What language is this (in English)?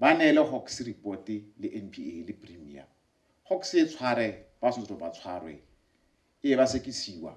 Tswana